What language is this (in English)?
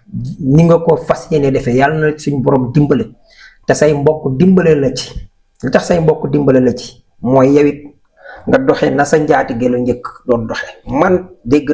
Wolof